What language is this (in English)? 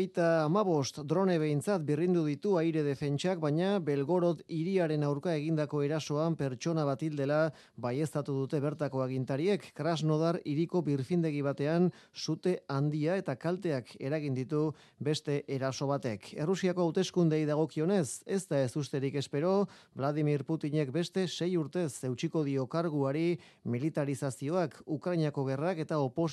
Basque